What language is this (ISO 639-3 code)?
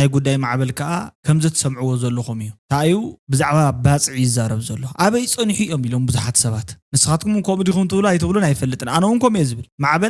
tir